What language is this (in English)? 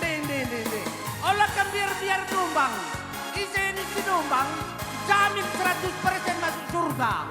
Batak Karo